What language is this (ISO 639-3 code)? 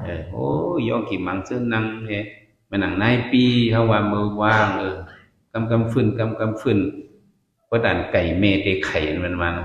shn